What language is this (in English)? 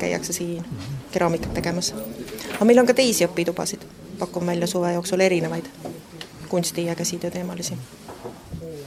Estonian